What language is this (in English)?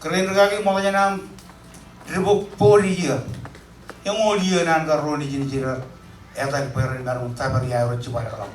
Marshallese